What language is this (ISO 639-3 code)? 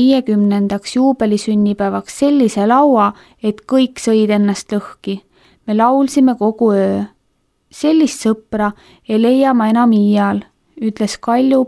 est